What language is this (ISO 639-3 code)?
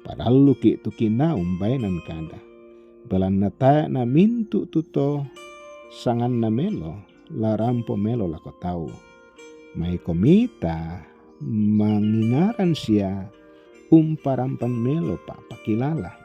sda